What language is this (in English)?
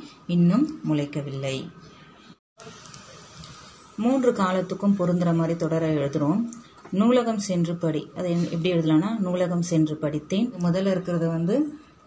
Tamil